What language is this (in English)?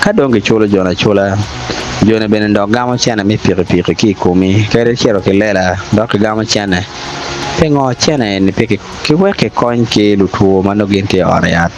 Acoli